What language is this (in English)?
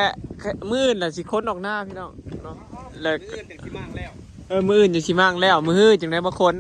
Northeastern Thai